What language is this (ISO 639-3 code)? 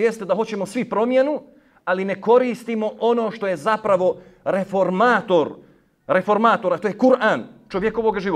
bos